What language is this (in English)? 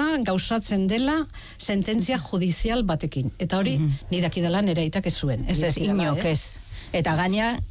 Basque